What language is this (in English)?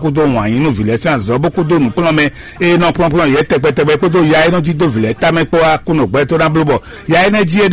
Fon